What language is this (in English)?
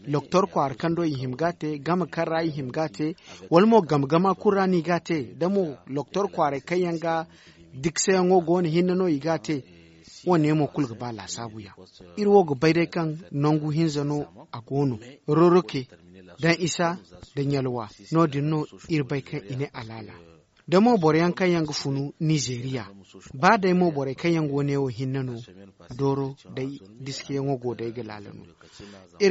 Zarma